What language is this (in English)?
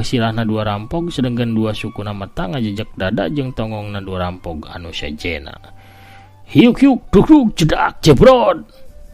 Sundanese